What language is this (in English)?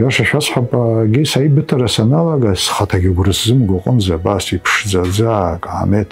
Abkhazian